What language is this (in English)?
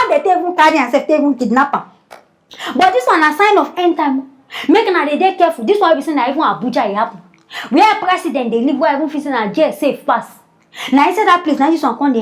Nigerian Pidgin